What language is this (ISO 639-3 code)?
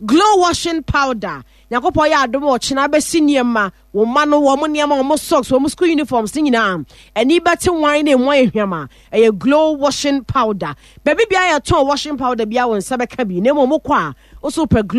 aka